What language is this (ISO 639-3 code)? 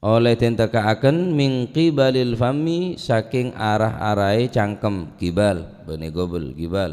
mad